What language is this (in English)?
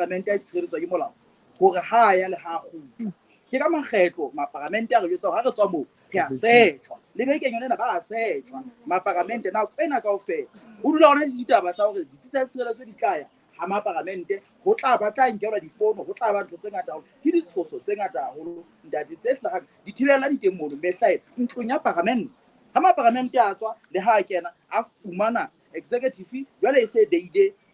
Southern Sotho